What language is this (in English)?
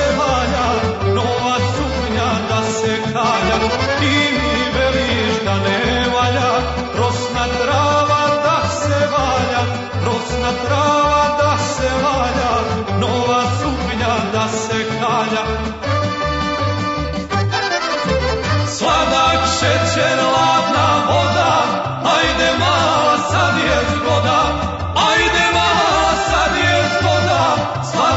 Serbian